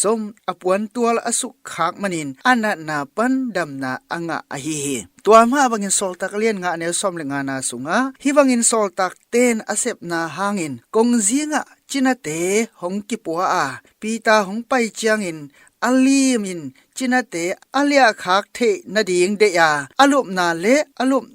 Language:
Tedim Chin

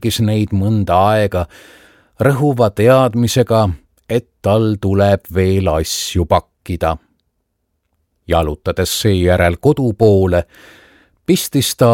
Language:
Estonian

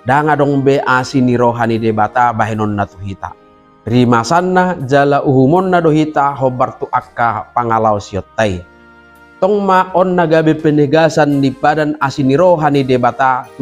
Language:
Batak Toba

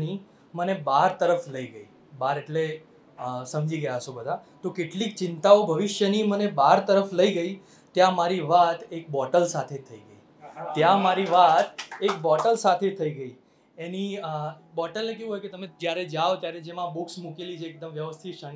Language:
Gujarati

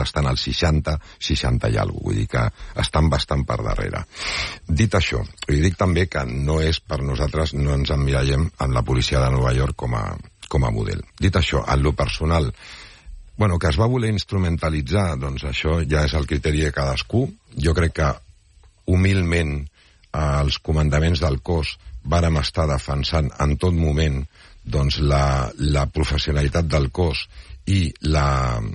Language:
Catalan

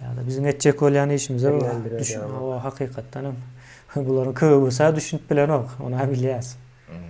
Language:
Turkmen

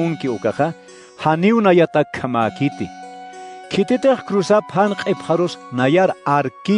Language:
Aymara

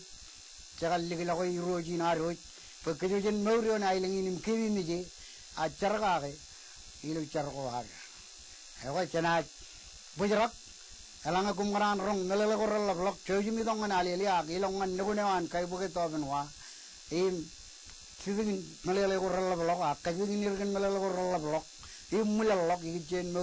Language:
Marshallese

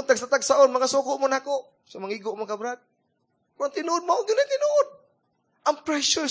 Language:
Cebuano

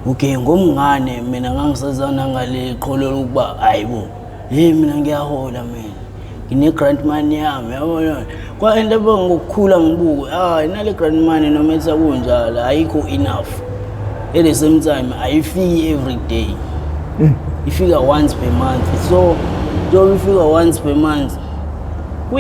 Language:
Zulu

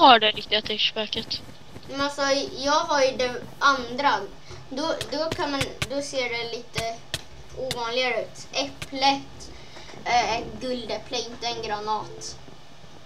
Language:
Swedish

